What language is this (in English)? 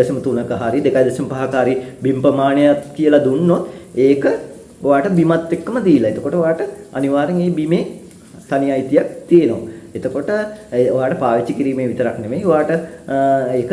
Sinhala